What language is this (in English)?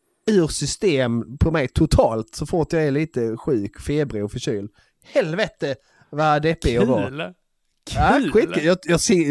Swedish